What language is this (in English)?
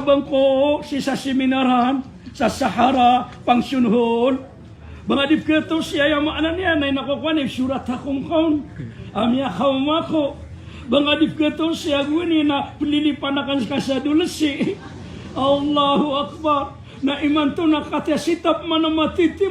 Maranao